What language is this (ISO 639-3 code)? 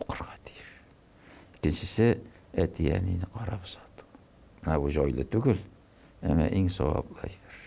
tat